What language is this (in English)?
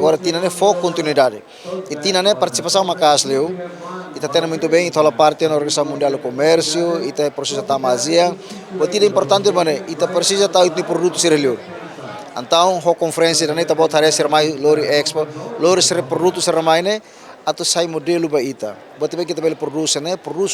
Tetum